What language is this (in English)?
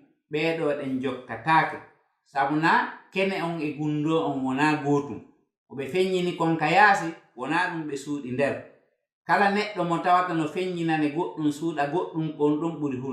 Fula